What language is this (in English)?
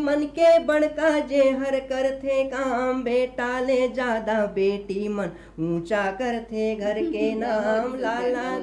Chhattisgarhi